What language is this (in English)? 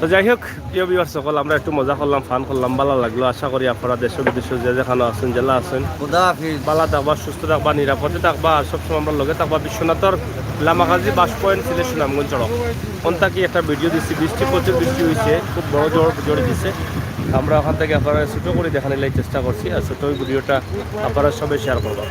Sylheti